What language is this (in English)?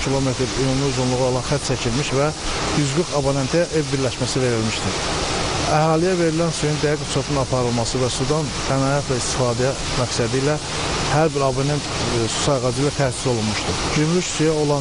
Azerbaijani